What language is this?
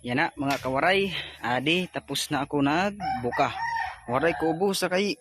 Waray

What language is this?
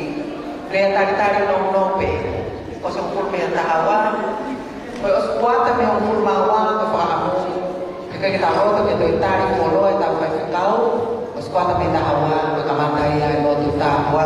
Tongan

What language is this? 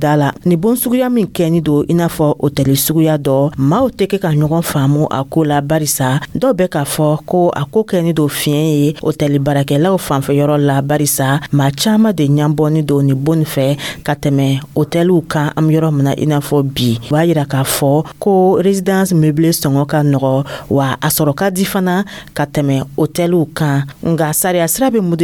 Dyula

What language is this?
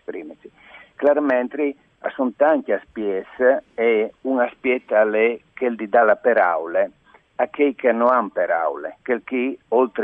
Friulian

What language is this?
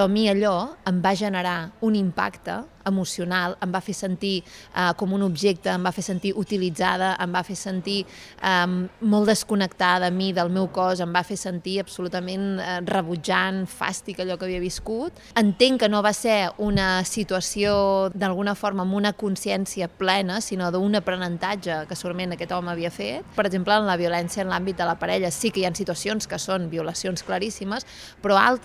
Catalan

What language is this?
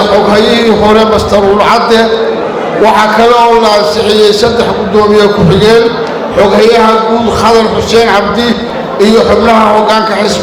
Somali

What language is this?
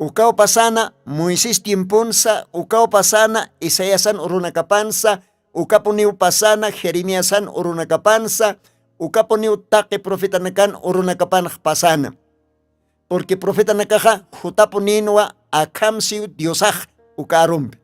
Aymara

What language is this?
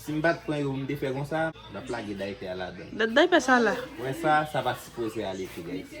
Haitian Creole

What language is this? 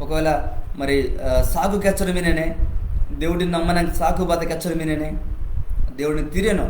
Koya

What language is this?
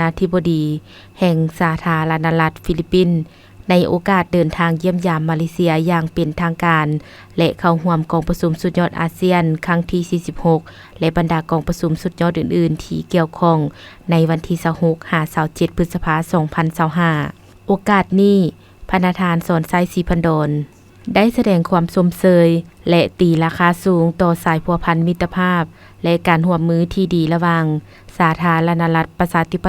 Lao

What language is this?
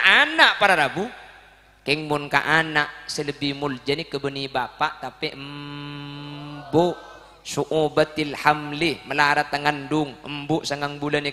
Madurese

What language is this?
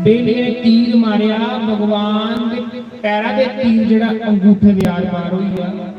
Dogri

